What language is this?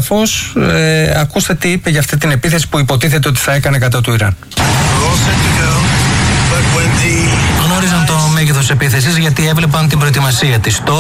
Greek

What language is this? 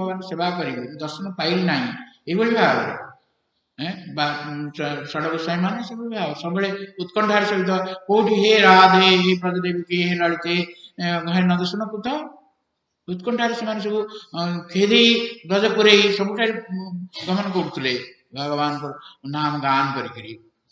Odia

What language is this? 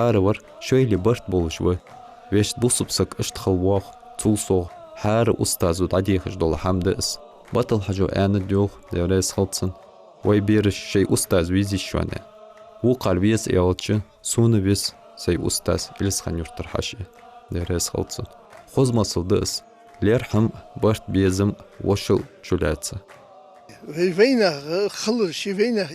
Ingush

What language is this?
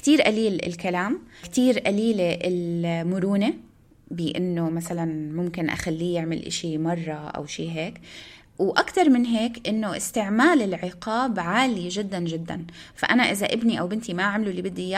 North Levantine Arabic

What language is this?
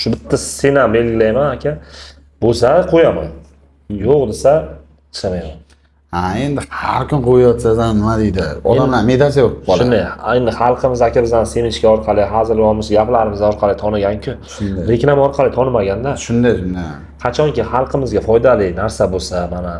Uzbek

